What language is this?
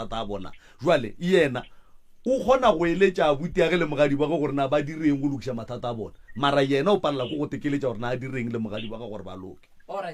Northern Sotho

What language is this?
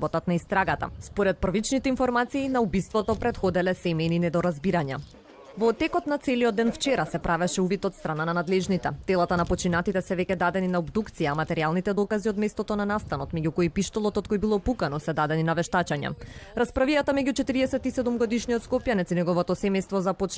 Macedonian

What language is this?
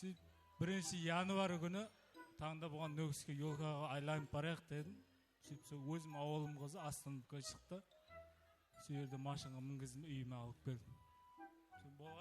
Kara-Kalpak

